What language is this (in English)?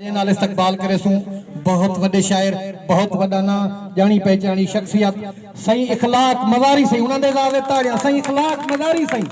Saraiki